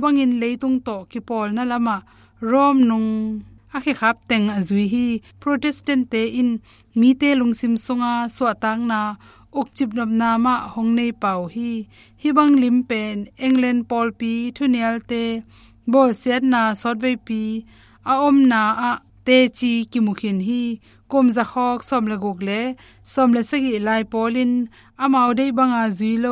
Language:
Tedim Chin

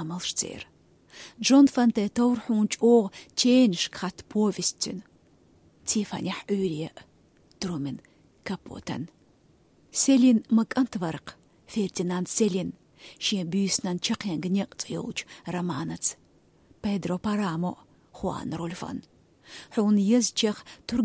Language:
Chechen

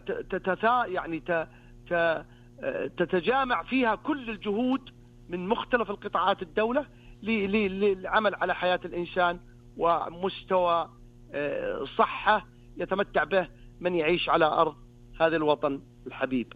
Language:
Najdi Arabic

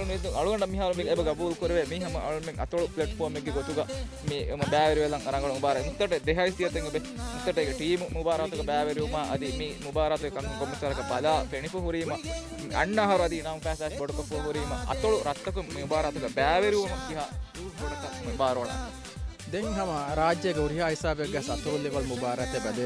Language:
Divehi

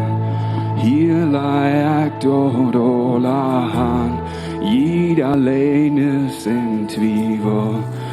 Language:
Plautdietsch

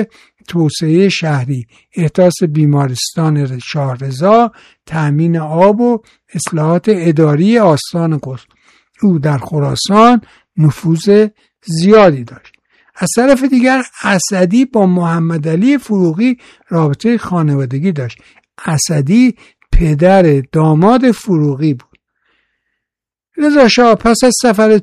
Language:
Persian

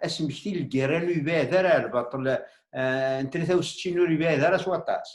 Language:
Kabyle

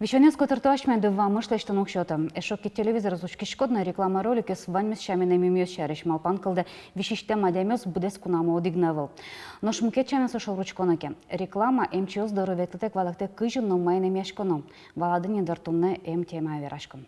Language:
Udmurt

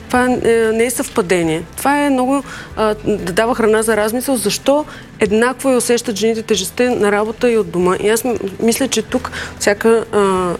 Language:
Bulgarian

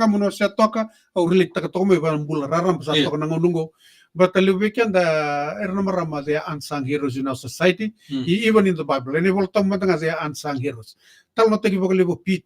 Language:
Fijian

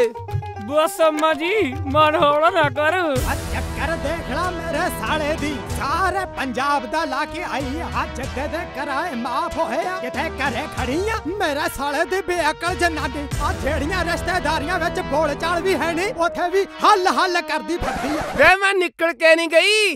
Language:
Punjabi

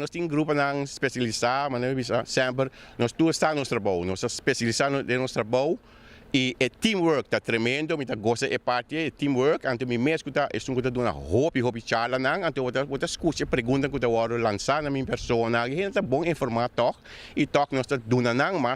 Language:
Papiamento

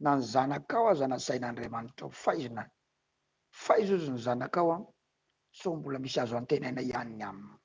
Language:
Malagasy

